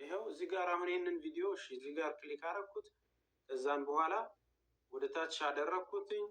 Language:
Amharic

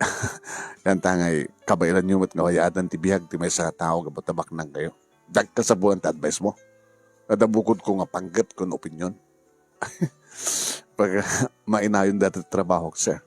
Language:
Iloko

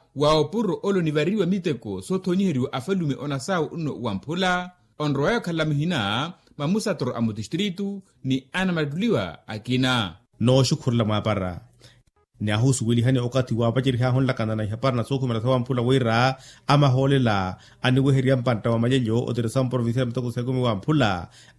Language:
Makhuwa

